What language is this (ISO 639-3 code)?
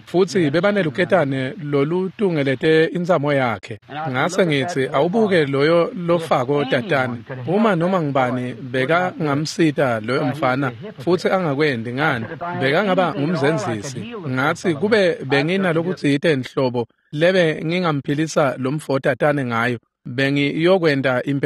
ssw